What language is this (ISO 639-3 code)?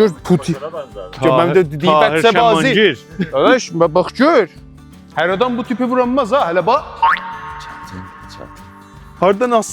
azb